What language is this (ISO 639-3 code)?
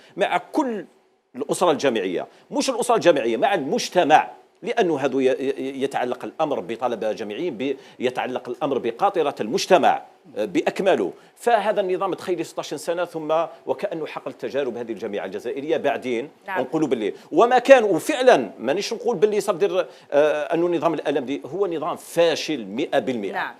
arq